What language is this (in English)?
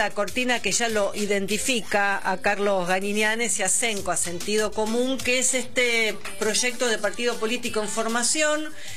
Spanish